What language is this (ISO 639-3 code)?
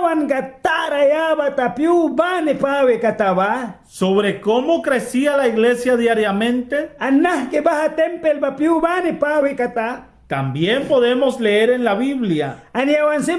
miq